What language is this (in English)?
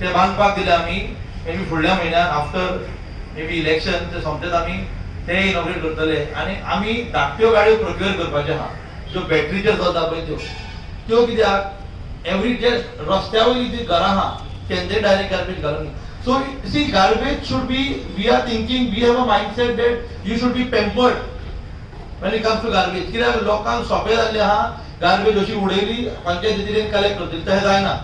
Konkani